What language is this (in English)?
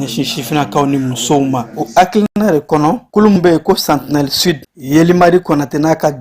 Bambara